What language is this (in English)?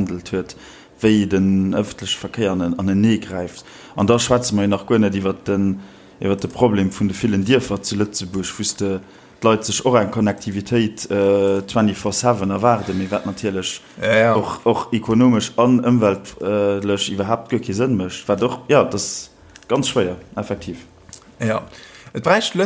Luxembourgish